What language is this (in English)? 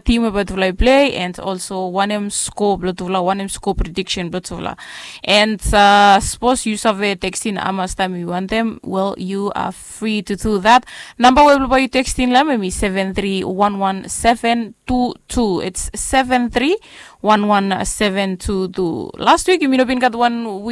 Bislama